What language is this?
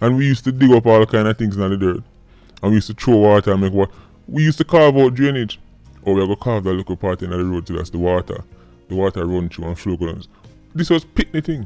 Jamaican Creole English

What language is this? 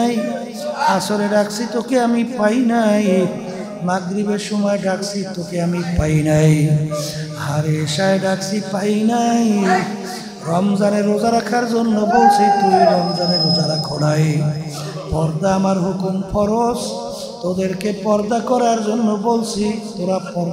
Bangla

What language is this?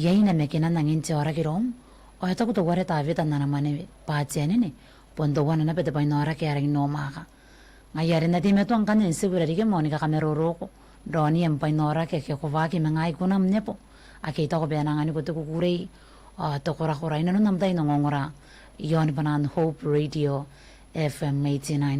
Gilbertese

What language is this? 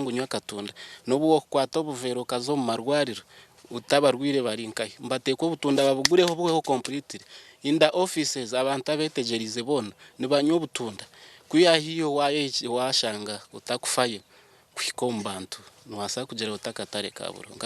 Nyankole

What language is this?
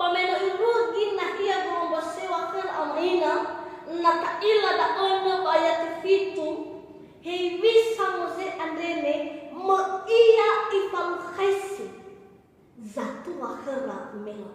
Nias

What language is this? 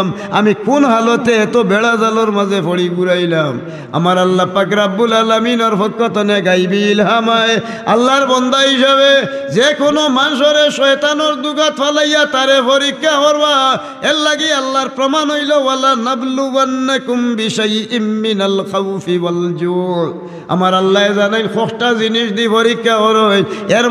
Sylheti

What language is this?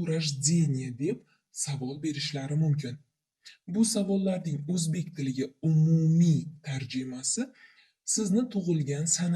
Uzbek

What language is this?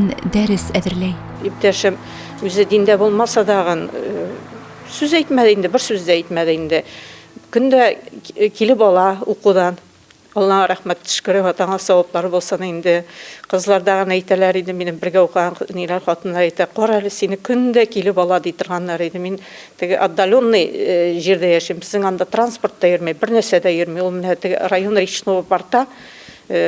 Bashkir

